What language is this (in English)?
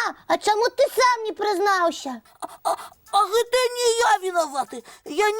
Belarusian